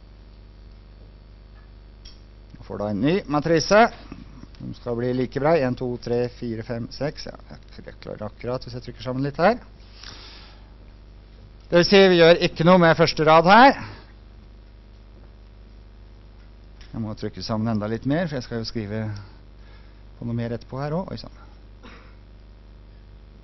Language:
Norwegian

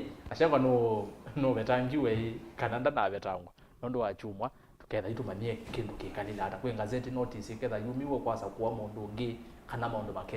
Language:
Kamba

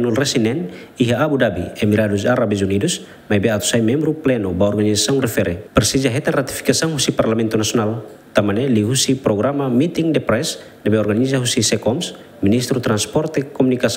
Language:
Tetum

